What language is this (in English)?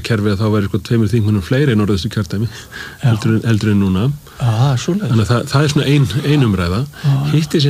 Icelandic